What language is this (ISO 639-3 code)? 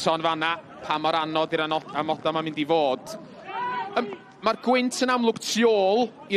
cym